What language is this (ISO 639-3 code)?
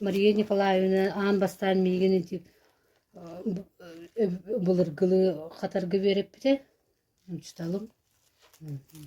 sah